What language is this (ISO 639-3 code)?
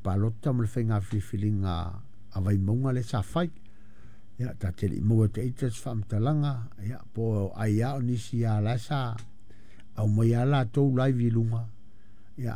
smo